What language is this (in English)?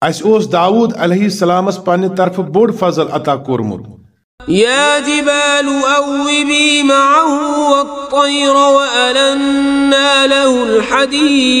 Kashmiri